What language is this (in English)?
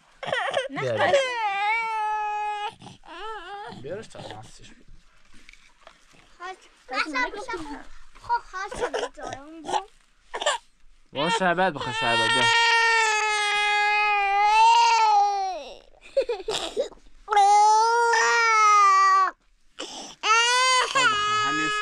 Persian